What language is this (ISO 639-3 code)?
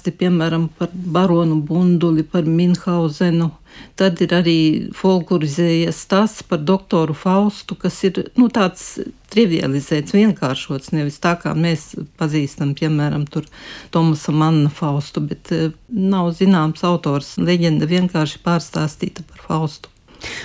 lav